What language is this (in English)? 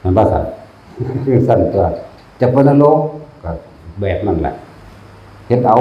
Northeastern Thai